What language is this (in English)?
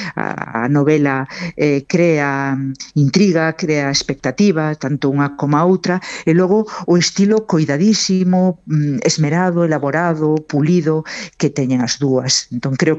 Galician